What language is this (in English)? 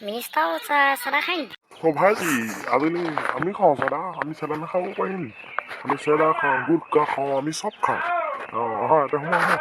Assamese